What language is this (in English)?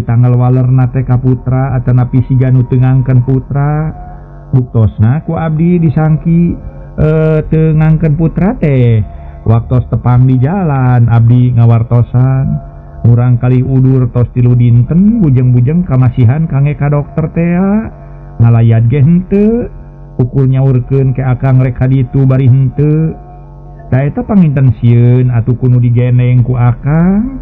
Sundanese